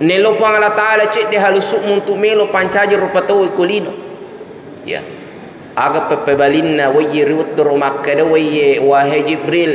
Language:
Buginese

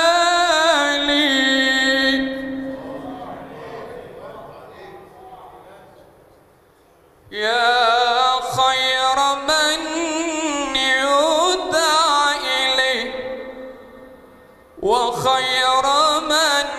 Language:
Arabic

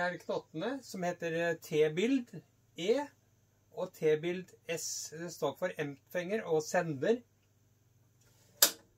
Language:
Norwegian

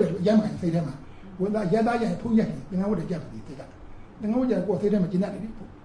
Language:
Burmese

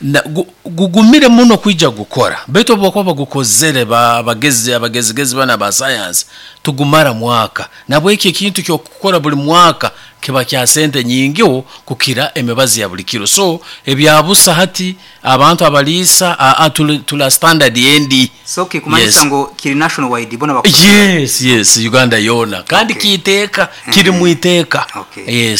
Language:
Nyoro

